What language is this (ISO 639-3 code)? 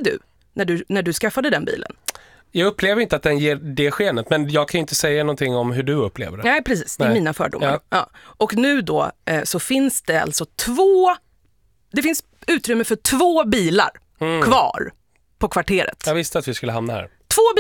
swe